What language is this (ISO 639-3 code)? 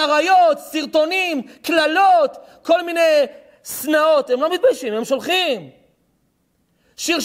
heb